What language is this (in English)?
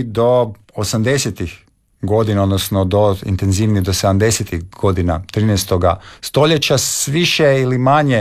Croatian